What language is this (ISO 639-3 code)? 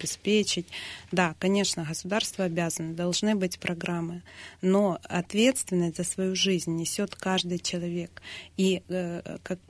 rus